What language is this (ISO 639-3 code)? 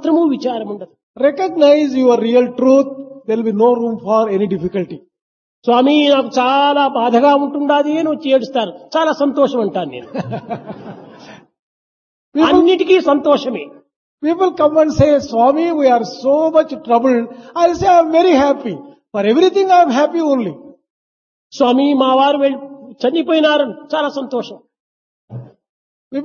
tel